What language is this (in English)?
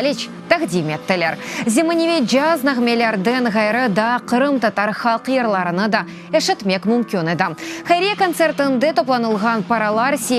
Crimean Tatar